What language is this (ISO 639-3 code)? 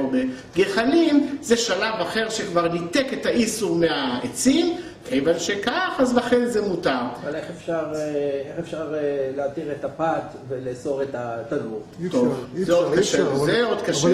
heb